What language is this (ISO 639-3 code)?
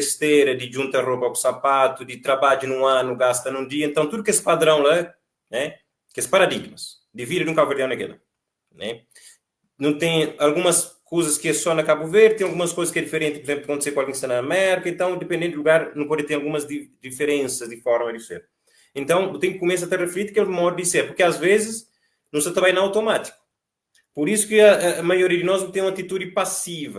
kea